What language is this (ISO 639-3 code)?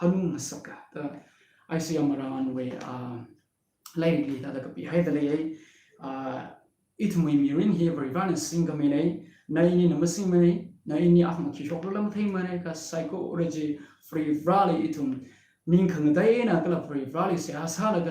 nmf